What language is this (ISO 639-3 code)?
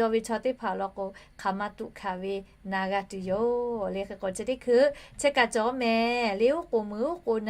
lhu